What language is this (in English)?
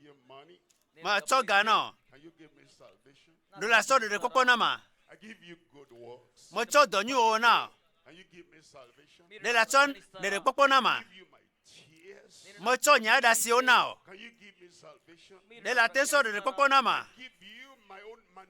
Ewe